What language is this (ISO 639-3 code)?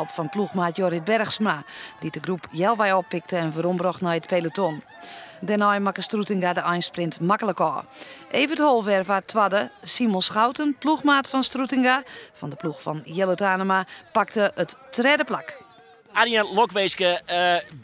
fry